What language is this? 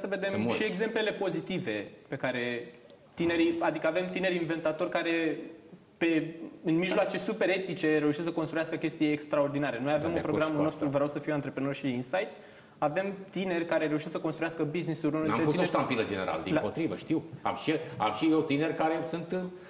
Romanian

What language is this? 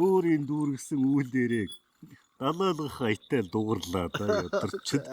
Mongolian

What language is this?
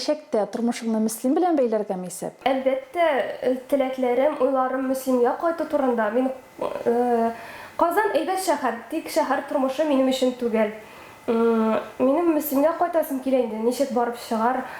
Tatar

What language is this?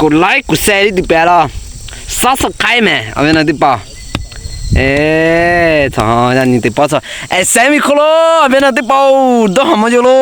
Lahu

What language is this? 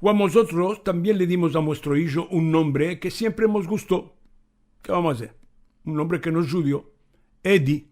Ladino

